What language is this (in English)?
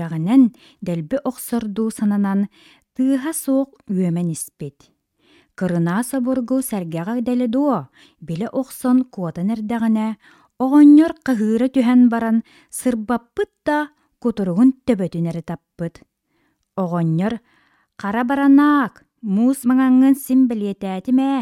Yakut